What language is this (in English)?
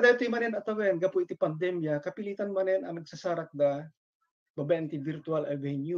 Iloko